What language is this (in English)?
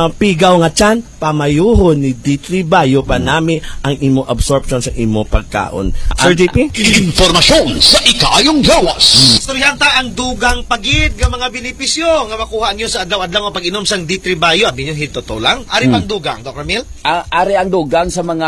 Hiligaynon